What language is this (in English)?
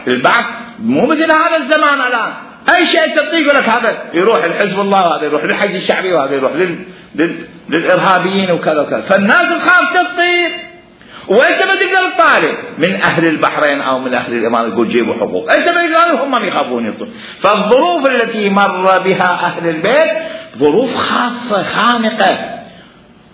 Mesopotamian Arabic